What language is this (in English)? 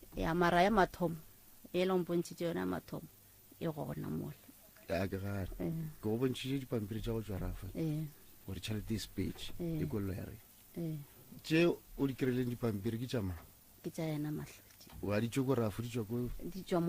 Northern Sotho